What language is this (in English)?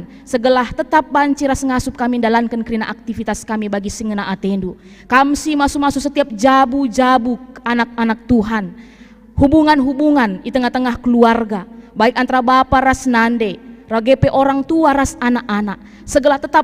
Batak Karo